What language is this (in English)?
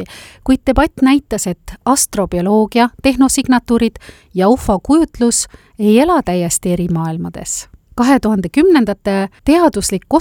Estonian